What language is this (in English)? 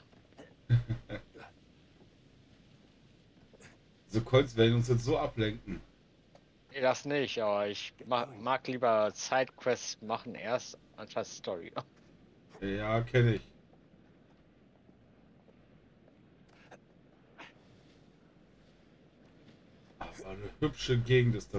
German